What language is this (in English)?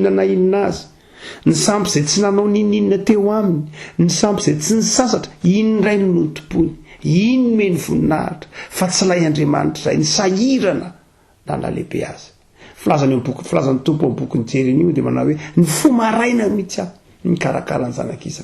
Malagasy